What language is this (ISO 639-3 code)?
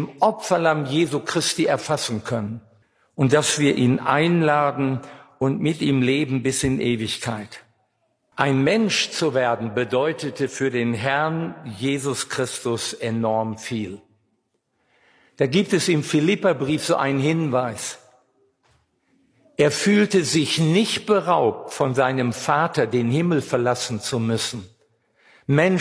deu